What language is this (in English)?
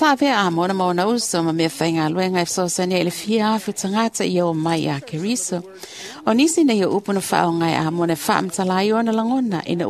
Samoan